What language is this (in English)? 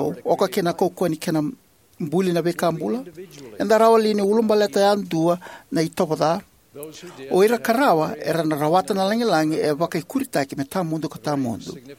Fijian